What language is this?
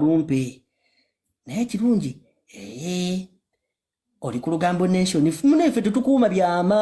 Ganda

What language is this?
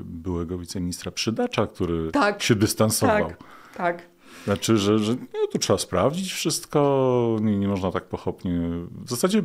Polish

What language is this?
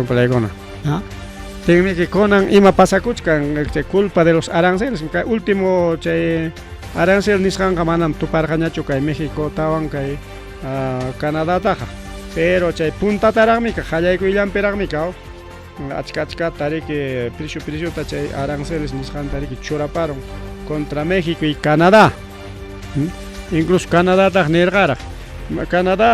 Ayacucho Quechua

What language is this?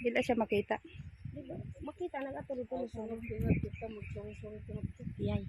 Cebuano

